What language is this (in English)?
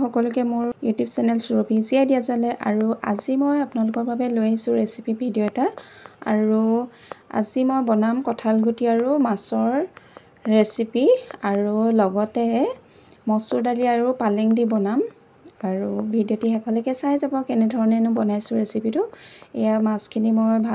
Assamese